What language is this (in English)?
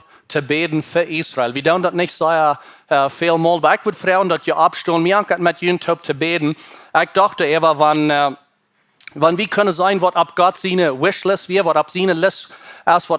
Plautdietsch